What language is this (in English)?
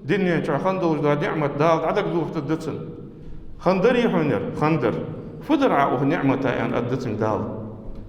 Ingush